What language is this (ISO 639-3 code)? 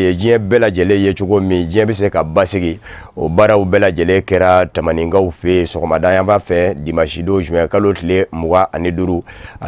bam